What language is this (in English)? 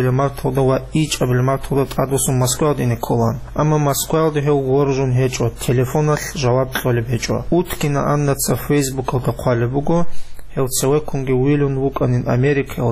Avaric